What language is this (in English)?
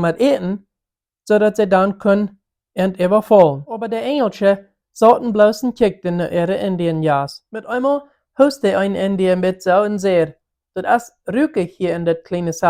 Plautdietsch